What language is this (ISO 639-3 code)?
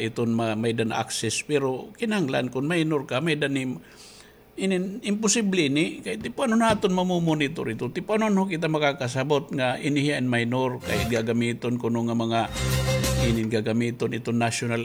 war